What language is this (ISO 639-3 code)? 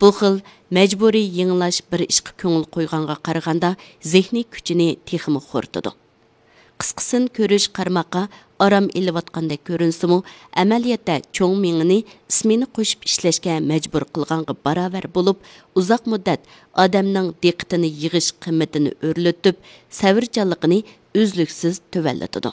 uig